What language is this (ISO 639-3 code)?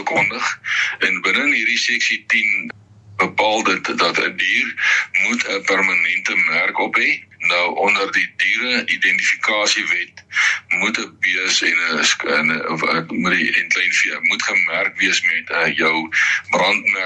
afr